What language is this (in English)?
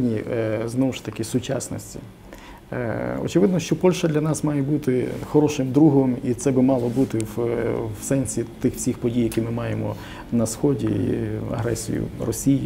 Ukrainian